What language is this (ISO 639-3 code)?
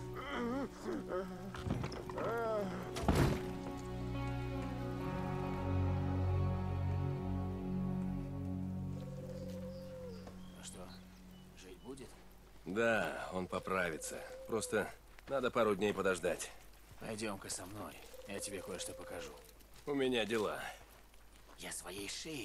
rus